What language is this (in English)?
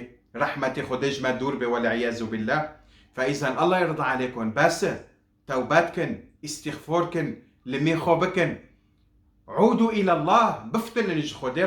Kurdish